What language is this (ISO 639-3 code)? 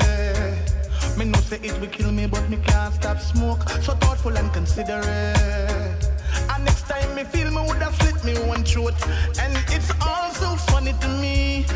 jam